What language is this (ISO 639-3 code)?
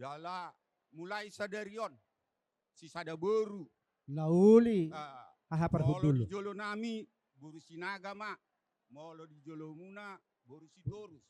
bbc